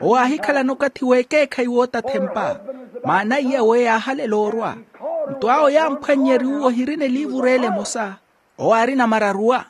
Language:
Makhuwa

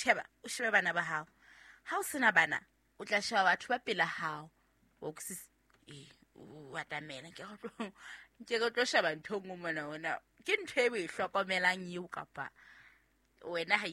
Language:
Southern Sotho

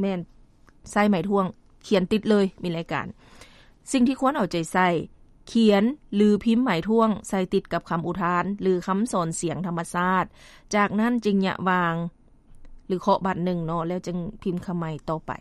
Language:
Lao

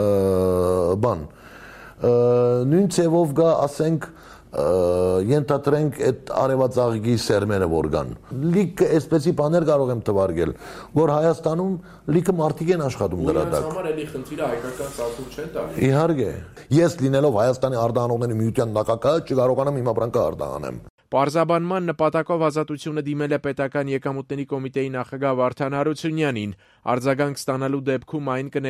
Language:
Armenian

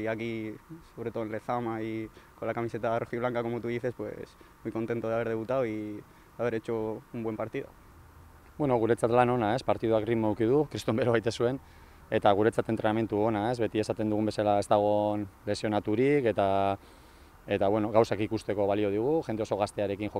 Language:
Basque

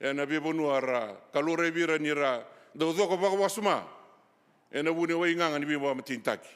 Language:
Fijian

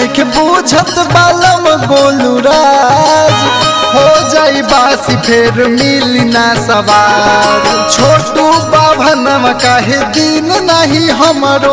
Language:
Bhojpuri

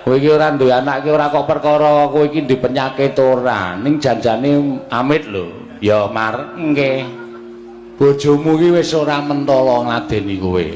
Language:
Javanese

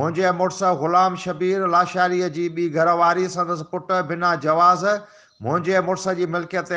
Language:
Sindhi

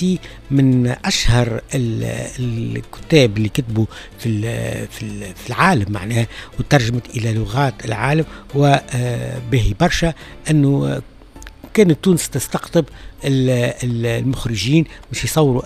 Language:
Tunisian Arabic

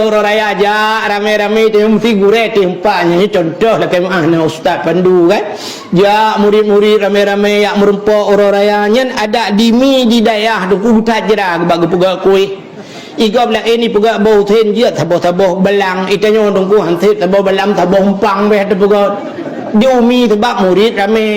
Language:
Achinese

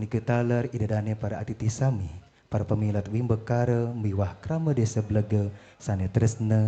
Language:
Balinese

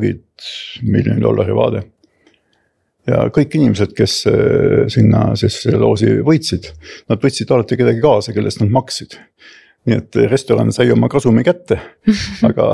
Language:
Estonian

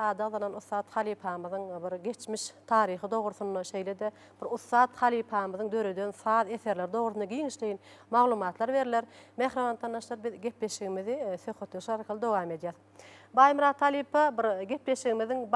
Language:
Turkmen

